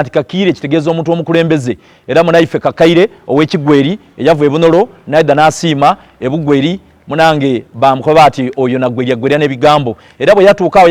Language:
Soga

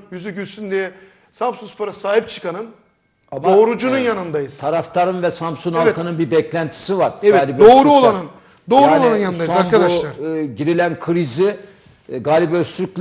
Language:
Turkish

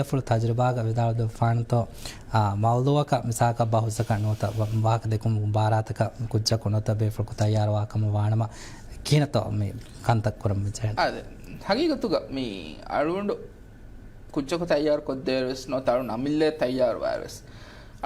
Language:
Divehi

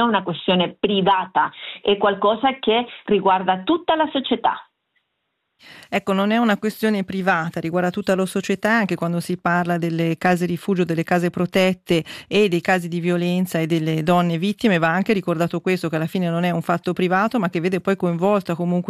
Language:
Italian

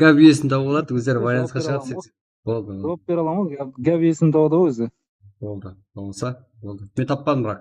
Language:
Kara-Kalpak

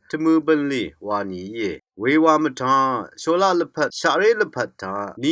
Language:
Rawang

